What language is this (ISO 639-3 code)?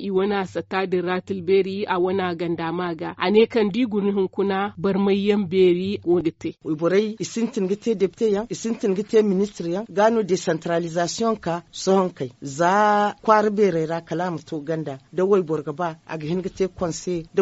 dje